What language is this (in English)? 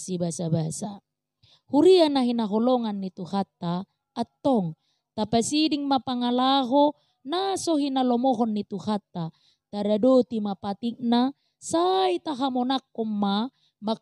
Batak Toba